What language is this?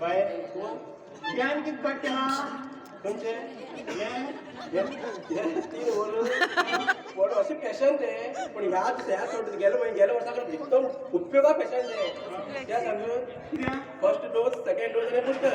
Konkani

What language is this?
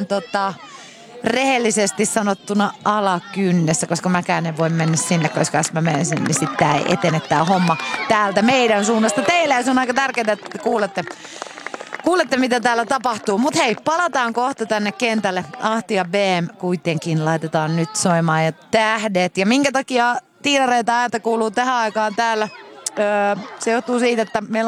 Finnish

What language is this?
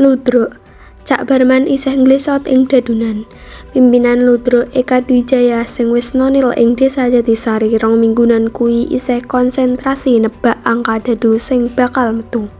Javanese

